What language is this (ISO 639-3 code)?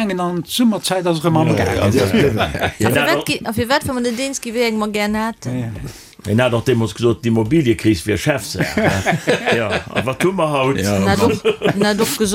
ltz